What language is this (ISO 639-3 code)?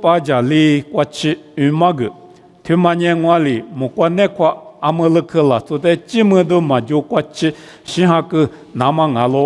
lis